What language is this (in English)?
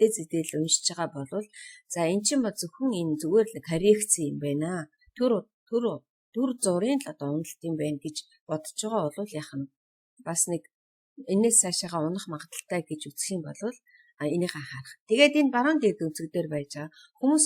Mongolian